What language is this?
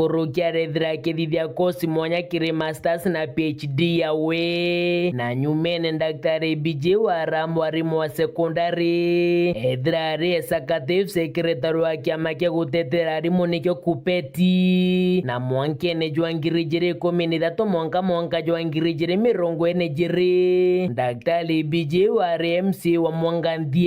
Meru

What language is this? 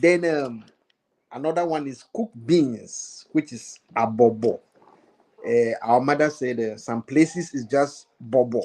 Ewe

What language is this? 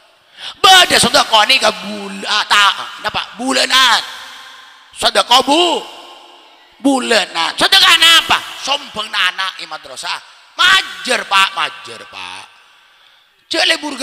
Madurese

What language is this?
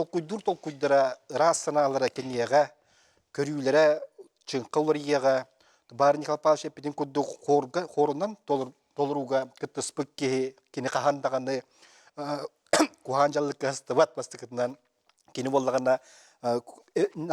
Yakut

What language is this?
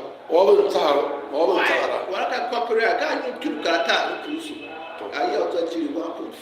Tiv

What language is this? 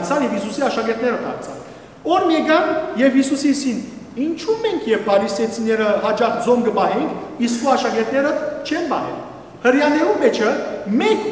Western Armenian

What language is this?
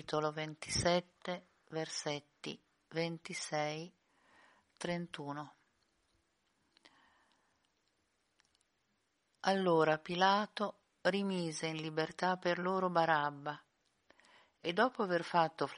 Italian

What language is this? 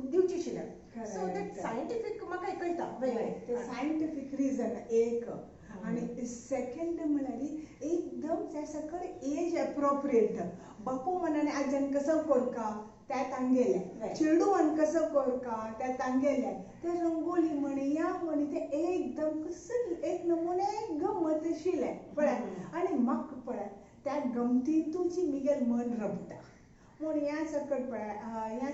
Konkani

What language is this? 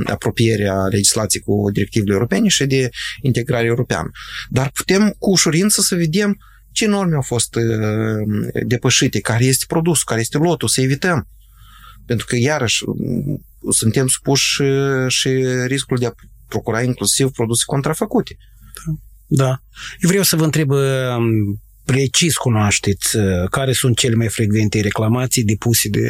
Romanian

